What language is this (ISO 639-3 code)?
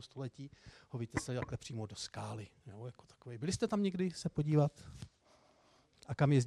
ces